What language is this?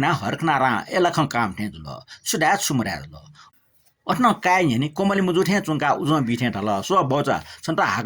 Newari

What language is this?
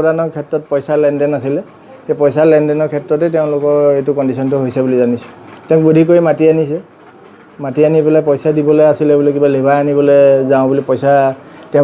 Assamese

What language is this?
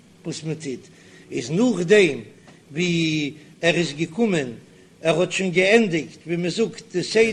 Yiddish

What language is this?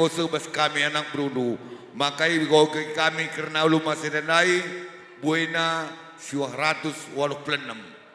Batak Karo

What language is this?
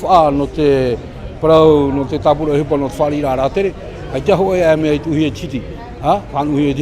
Tahitian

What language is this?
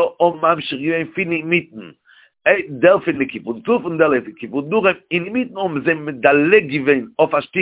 Yiddish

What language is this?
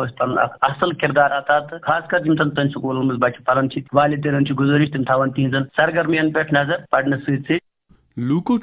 Kashmiri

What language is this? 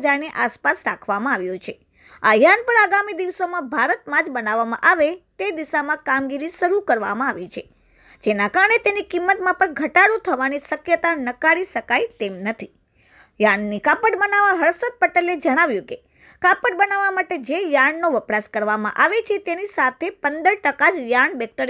Gujarati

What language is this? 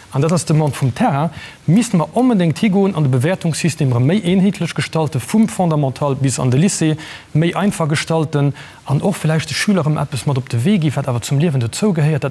Luxembourgish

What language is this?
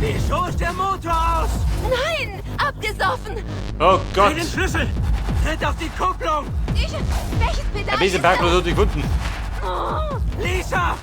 Bavarian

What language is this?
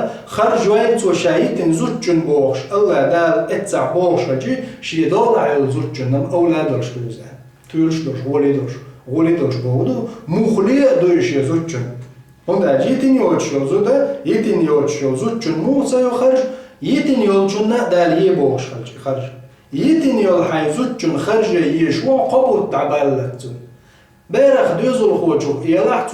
Chechen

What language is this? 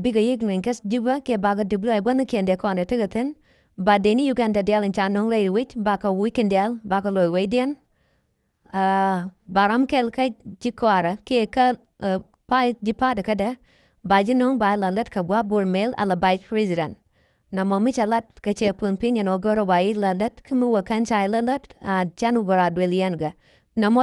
Nuer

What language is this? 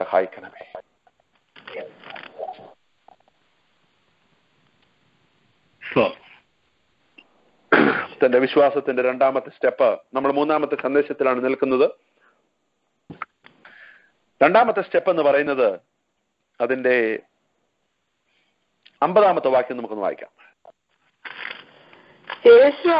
Malayalam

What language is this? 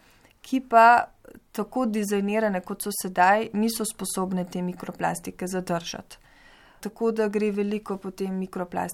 Slovenian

